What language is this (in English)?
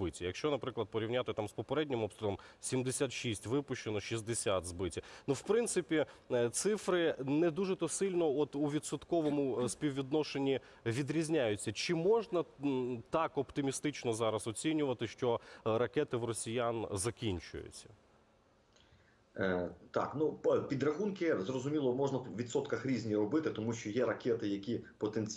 Ukrainian